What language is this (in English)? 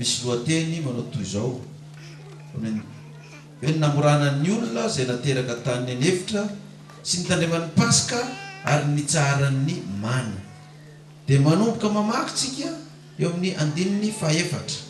Malagasy